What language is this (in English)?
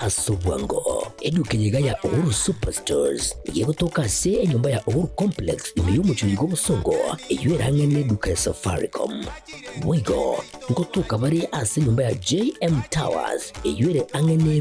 Gusii